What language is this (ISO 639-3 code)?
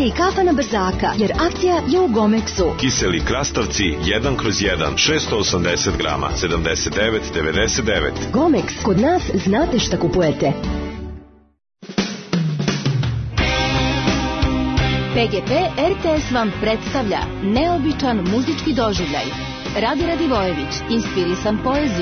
srp